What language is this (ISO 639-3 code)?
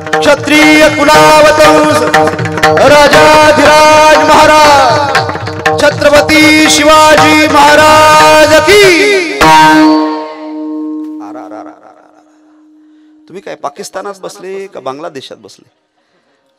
mar